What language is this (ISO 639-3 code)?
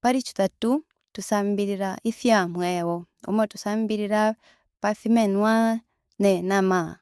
bem